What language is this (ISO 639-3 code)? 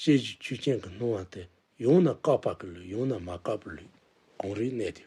bod